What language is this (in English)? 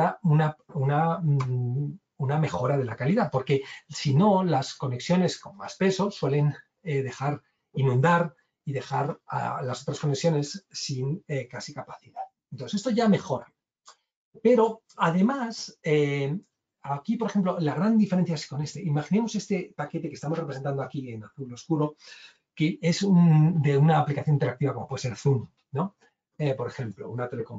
Spanish